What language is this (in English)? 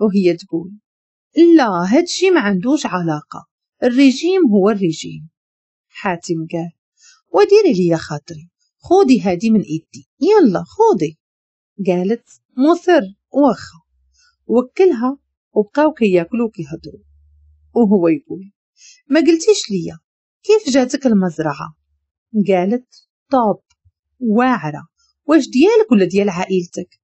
Moroccan Arabic